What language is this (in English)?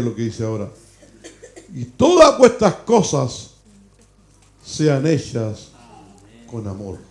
Spanish